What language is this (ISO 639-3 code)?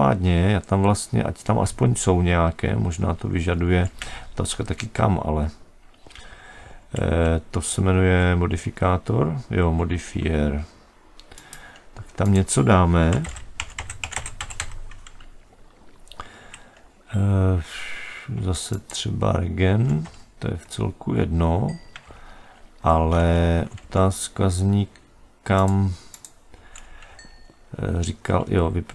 ces